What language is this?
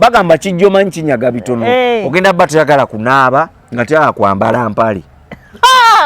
Ganda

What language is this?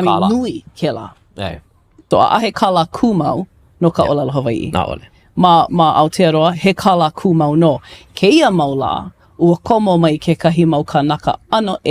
Hawaiian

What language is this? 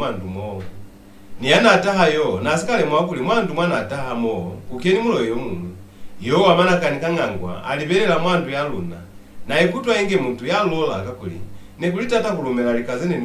Lozi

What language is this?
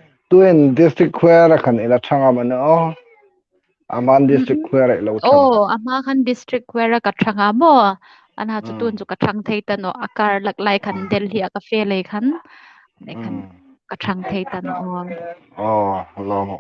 Hmar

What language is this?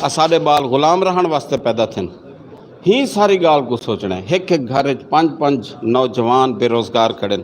Saraiki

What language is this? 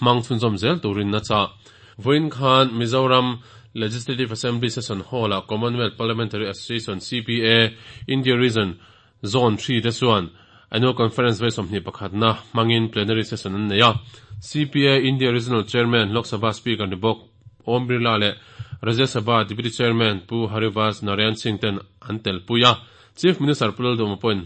Mizo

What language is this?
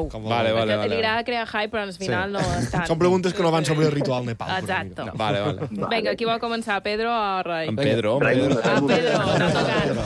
Catalan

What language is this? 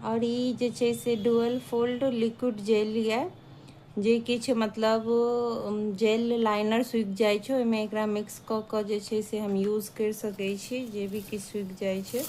Maithili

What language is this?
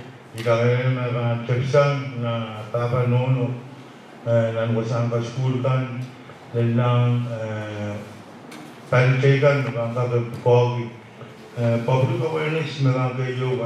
Pohnpeian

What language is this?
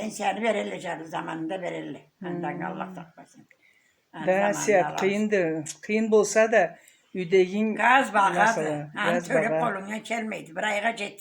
Karachay-Balkar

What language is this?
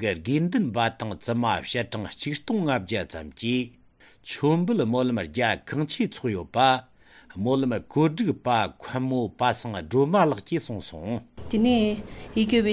Tibetan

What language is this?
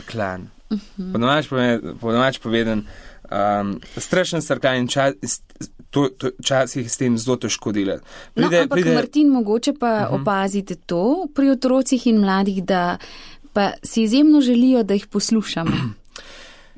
Slovenian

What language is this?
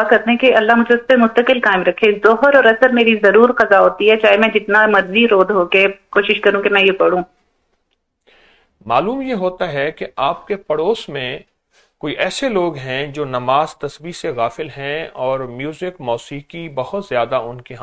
Urdu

